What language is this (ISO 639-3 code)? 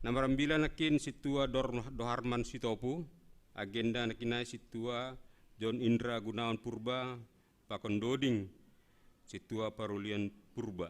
bts